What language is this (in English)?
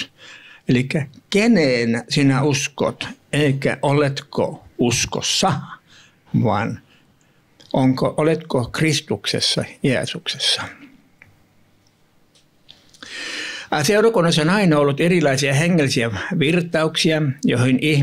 Finnish